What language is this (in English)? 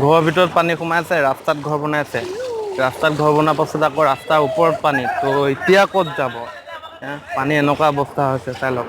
Assamese